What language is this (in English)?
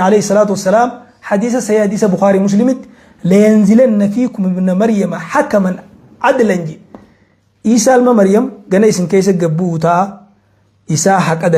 Oromo